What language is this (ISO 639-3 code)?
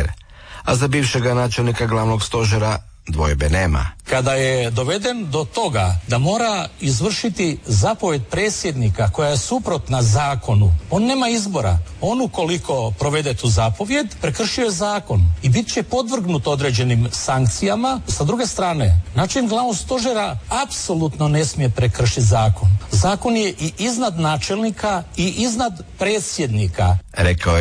hrv